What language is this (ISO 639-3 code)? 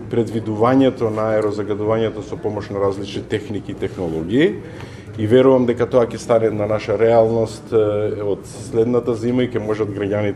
mkd